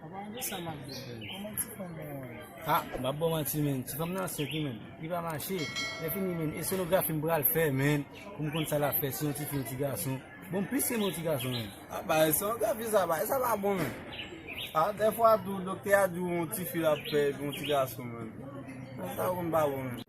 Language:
Haitian Creole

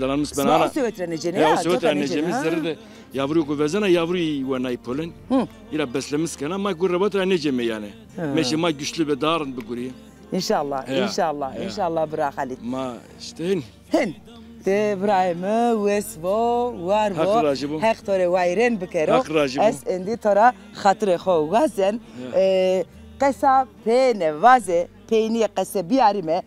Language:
Zaza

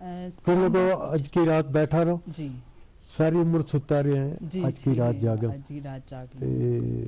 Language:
Gujari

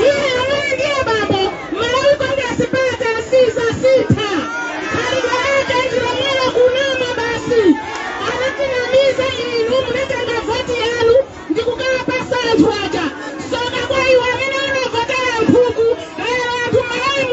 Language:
Nyanja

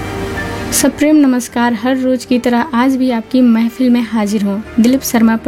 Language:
Hindi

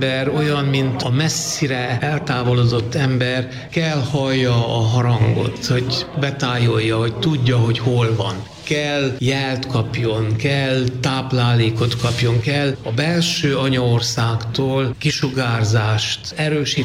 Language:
Hungarian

